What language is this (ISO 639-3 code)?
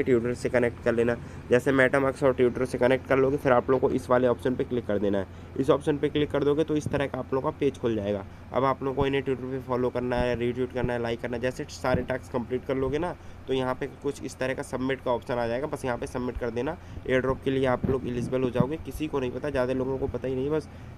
hin